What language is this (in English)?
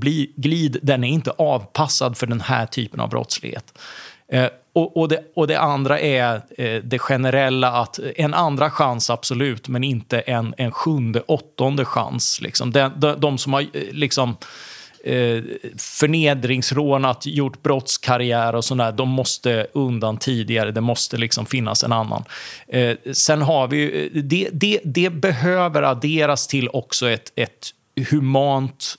Swedish